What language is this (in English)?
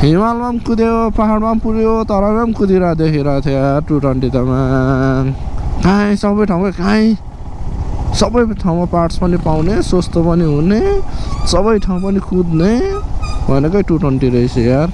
Nepali